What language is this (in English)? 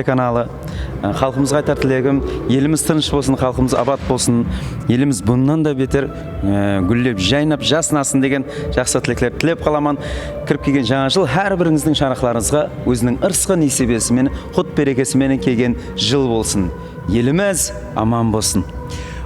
Kara-Kalpak